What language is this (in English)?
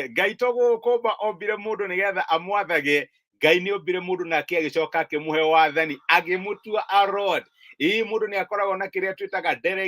Kikuyu